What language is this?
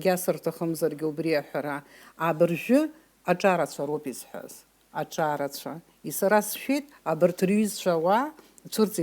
Abkhazian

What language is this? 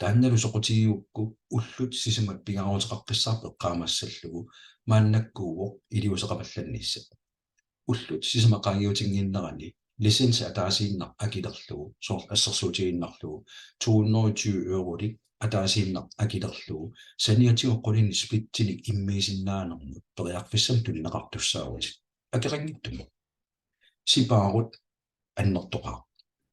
Kalaallisut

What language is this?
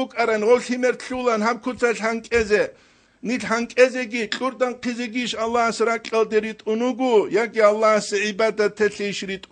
Avaric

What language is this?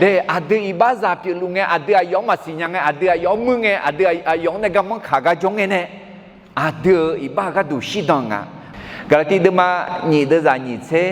Akha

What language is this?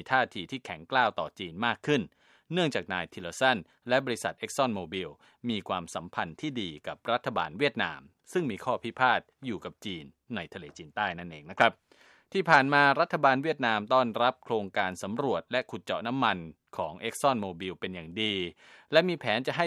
Thai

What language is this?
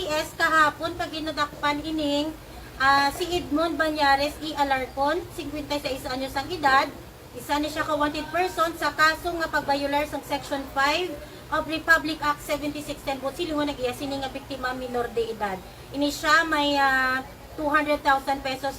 Hiligaynon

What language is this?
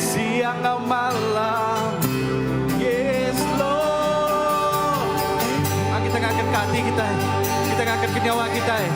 Iban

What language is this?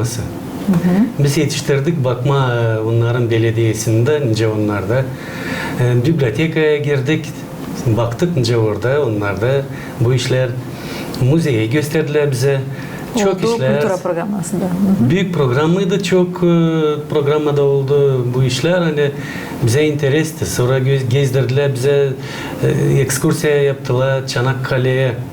Gagauz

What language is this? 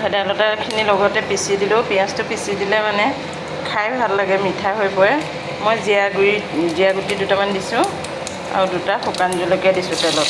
Assamese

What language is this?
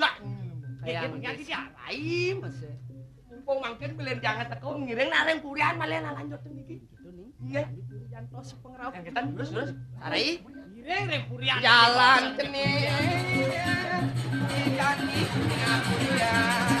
Balinese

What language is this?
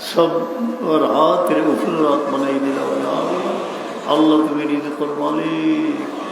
Sylheti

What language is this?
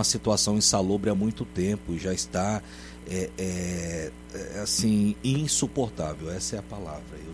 Portuguese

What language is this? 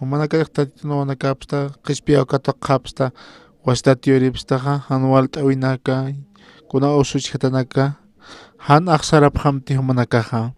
Aymara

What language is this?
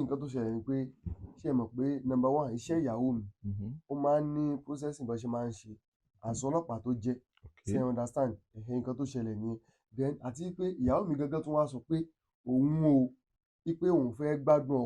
Yoruba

